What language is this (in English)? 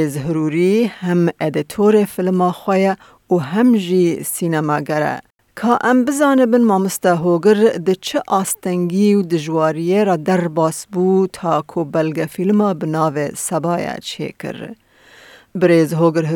Kurdish